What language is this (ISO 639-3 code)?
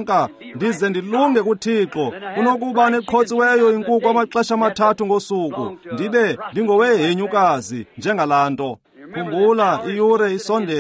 xho